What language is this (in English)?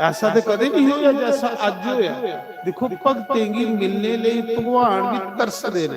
Dogri